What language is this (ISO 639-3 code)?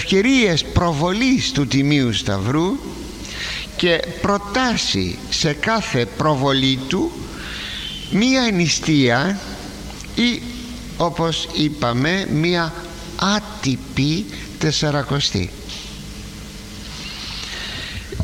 ell